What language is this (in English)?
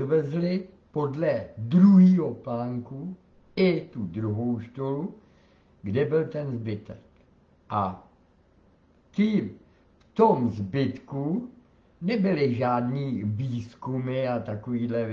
Czech